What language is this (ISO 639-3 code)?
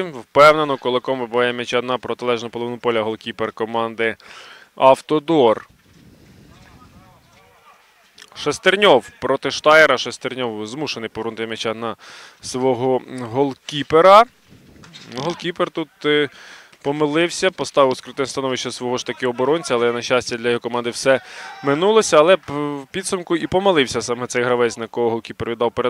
ukr